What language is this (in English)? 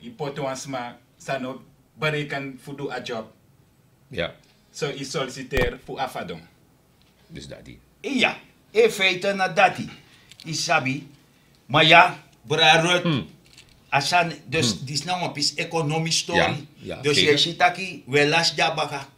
Sranan Tongo